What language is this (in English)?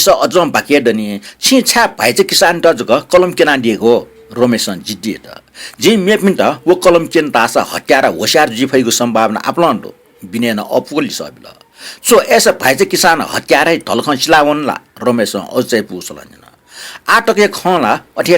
Newari